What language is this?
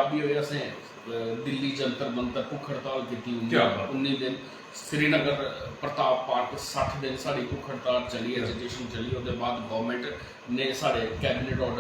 Dogri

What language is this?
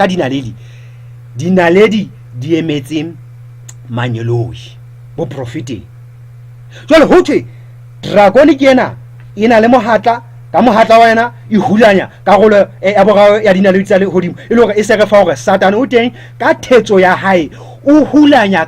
Southern Sotho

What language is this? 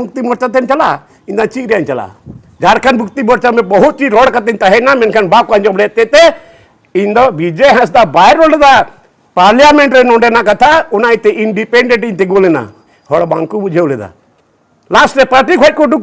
Santali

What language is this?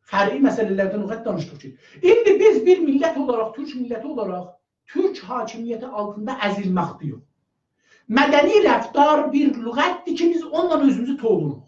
South Azerbaijani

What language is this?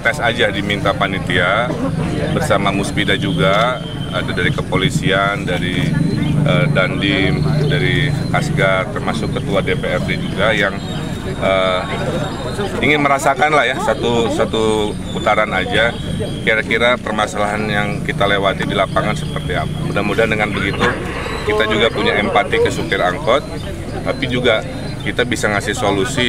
Indonesian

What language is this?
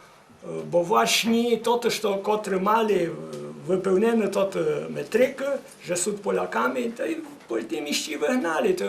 Rusyn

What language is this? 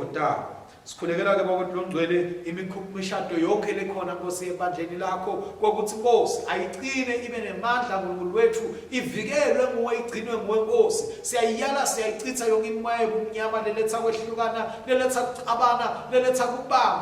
Swati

